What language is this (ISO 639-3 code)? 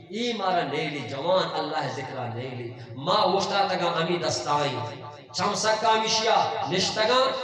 bgp